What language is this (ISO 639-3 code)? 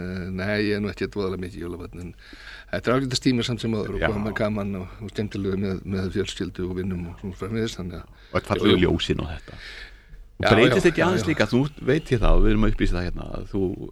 isl